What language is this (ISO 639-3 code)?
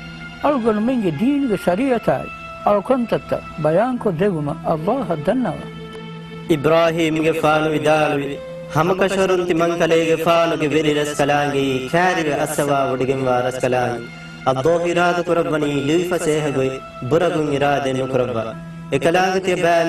div